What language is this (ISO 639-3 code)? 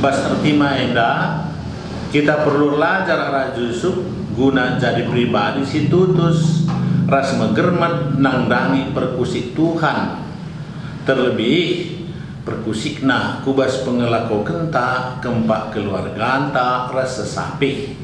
btx